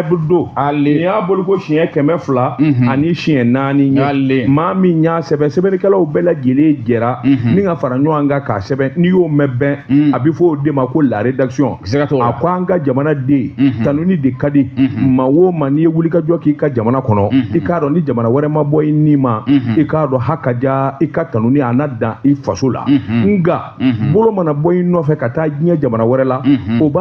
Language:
Bambara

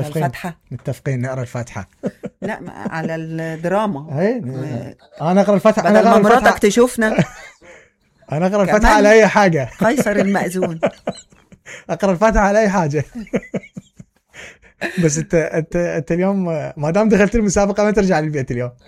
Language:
Mesopotamian Arabic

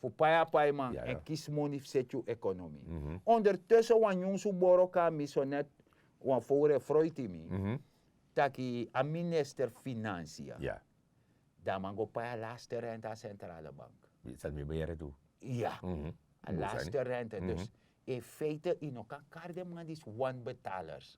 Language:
Sranan Tongo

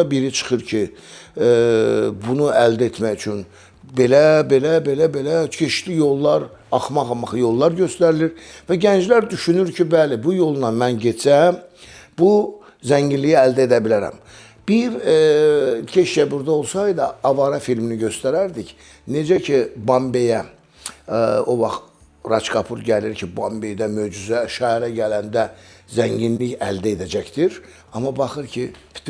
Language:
Azerbaijani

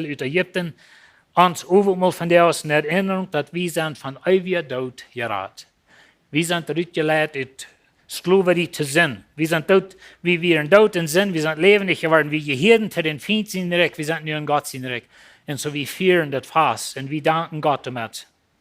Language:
Plautdietsch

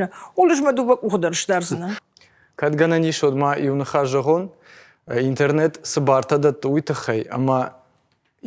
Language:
Ossetic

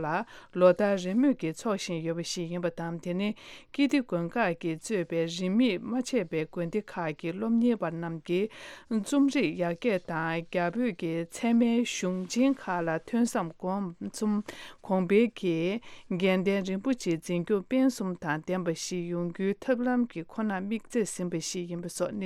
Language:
Tibetan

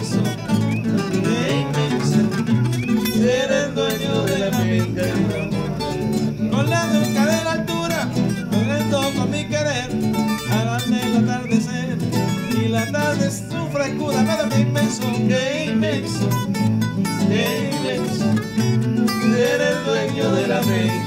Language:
Spanish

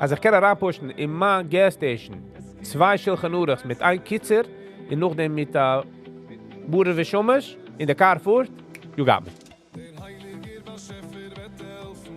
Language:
Yiddish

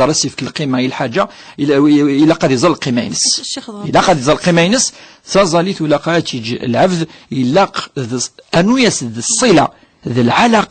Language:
Kabyle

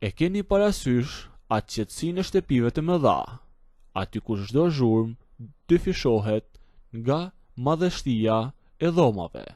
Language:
Albanian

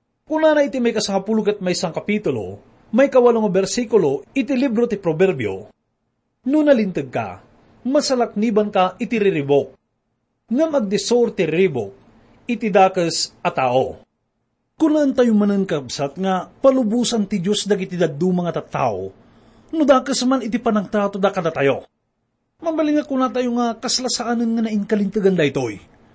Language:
Iloko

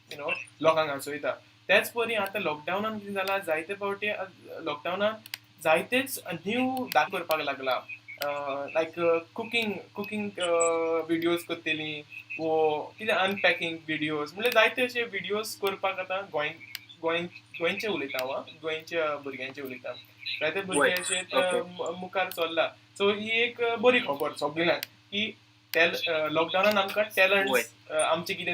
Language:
Konkani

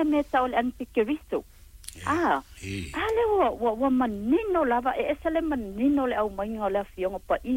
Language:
Samoan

